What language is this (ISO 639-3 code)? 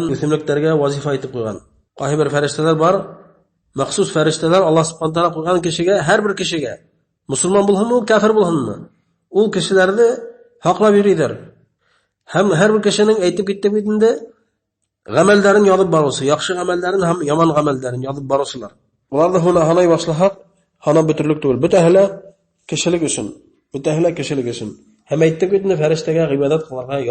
bak